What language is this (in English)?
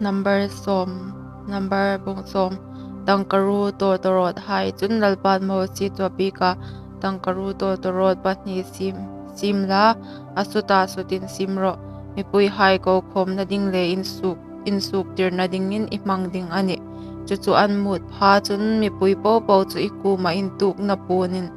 Hmar